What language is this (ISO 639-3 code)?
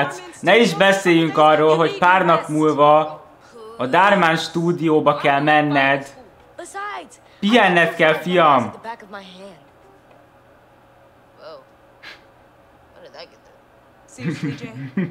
hun